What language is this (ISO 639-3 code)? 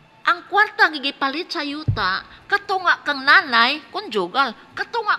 ceb